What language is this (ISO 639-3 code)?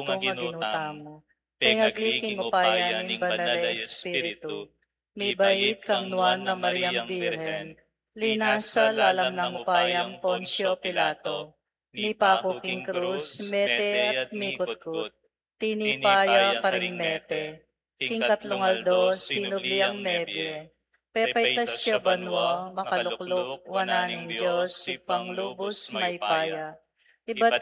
pam